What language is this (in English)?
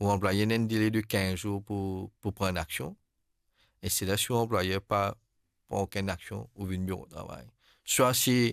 Morisyen